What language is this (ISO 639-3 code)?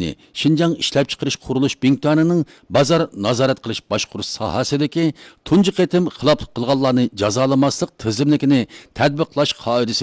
uig